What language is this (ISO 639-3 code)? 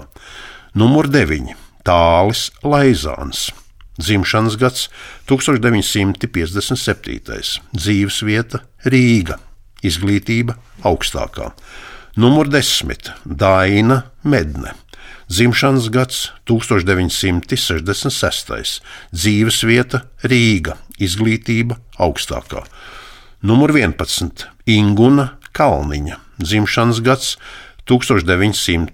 lav